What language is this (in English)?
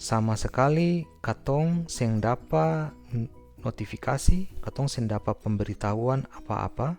Ambonese Malay